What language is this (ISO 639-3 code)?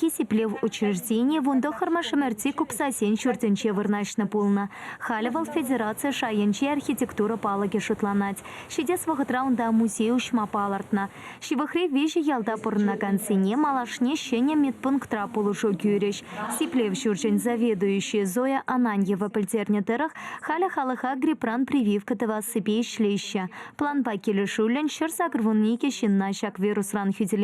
chv